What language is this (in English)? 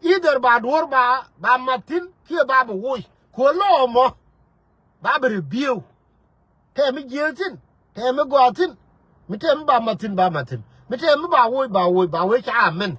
Nuer